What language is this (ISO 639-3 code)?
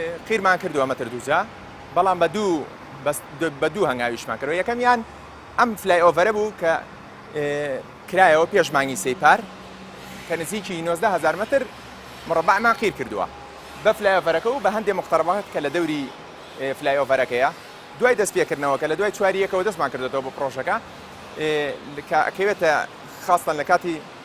ckb